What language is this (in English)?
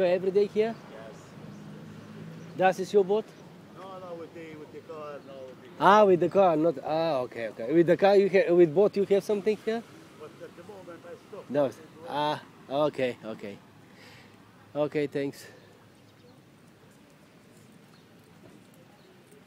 Bulgarian